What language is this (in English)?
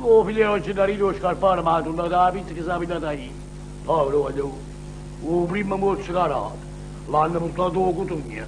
Neapolitan